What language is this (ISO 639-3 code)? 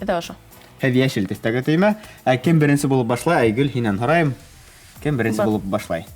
bak